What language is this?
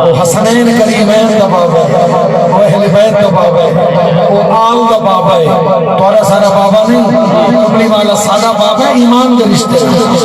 Saraiki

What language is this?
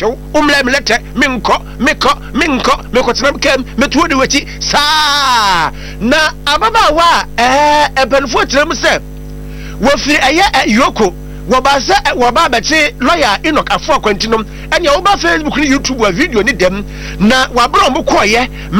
Akan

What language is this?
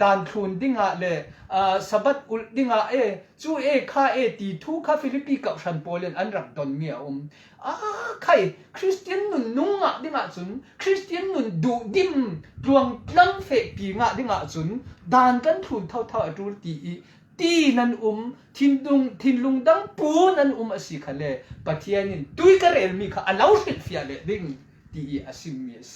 Falam Chin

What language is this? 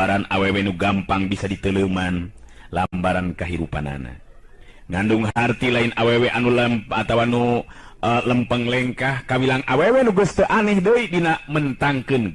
Sundanese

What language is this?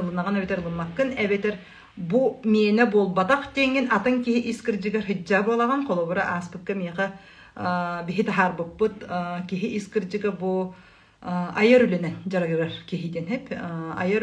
Yakut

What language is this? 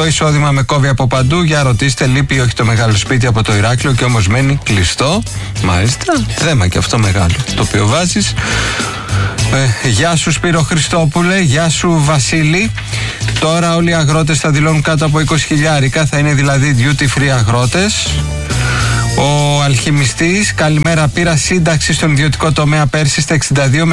Greek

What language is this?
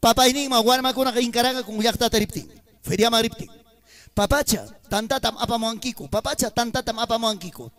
Ayacucho Quechua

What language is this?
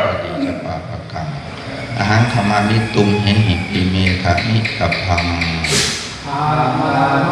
Pali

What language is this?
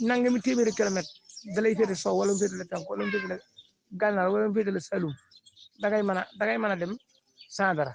Wolof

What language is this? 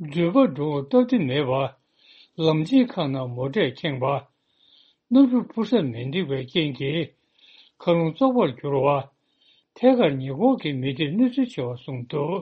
Tibetan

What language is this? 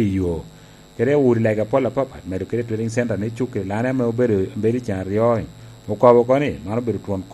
Lango (Uganda)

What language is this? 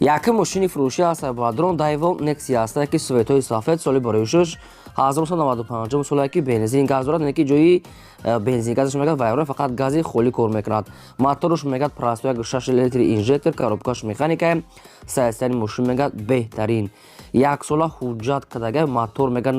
Tajik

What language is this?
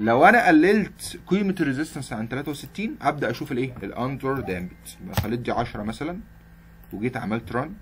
Egyptian Arabic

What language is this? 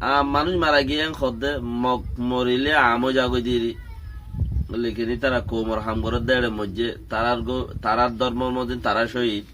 Rohingya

